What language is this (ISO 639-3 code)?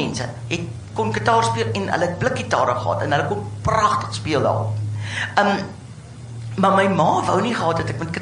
afr